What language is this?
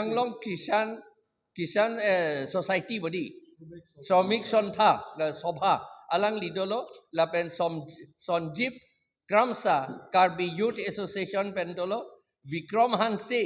Karbi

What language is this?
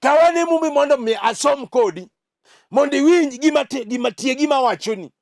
Luo (Kenya and Tanzania)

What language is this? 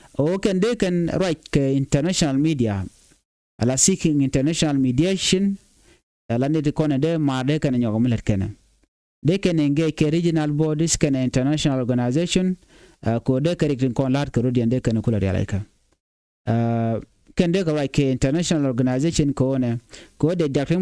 Nuer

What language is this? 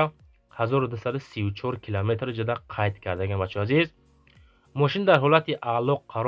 Tajik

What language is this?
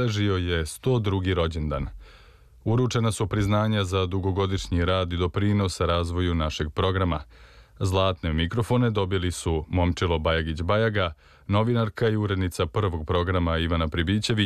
Serbian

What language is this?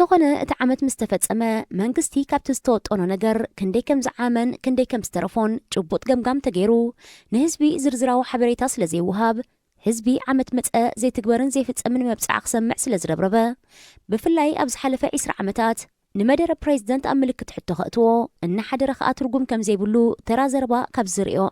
Tigrinya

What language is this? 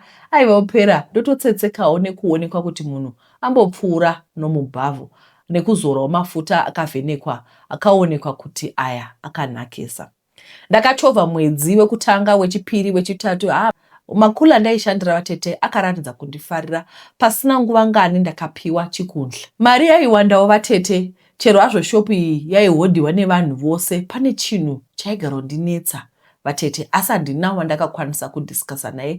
Shona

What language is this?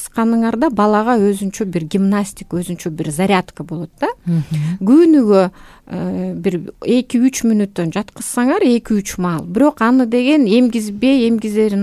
Kyrgyz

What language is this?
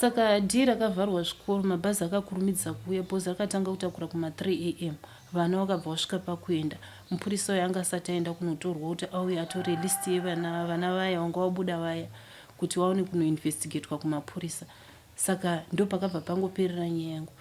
Shona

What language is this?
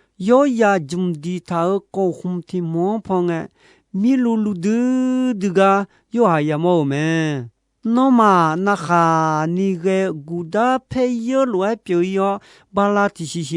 Akha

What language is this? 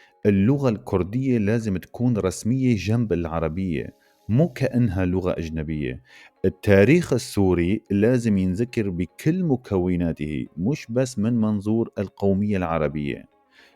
North Levantine Arabic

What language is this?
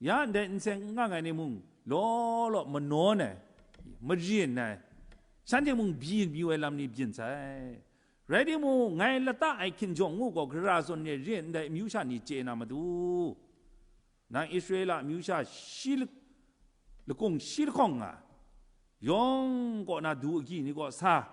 Kachin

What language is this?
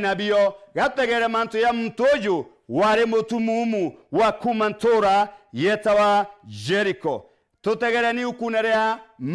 Meru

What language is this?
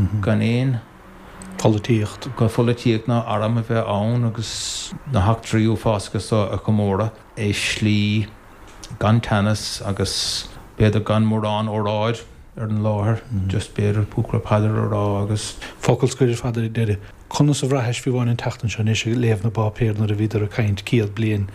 Irish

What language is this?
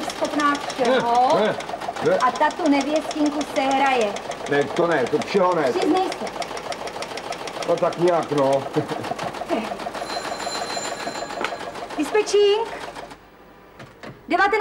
Czech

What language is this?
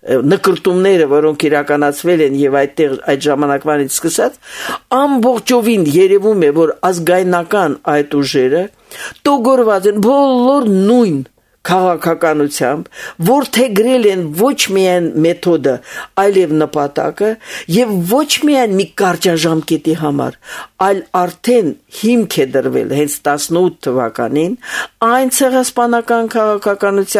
Armenian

